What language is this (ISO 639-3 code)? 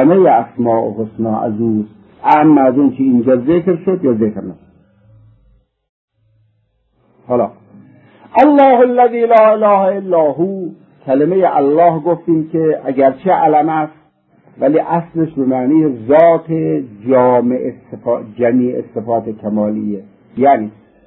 fas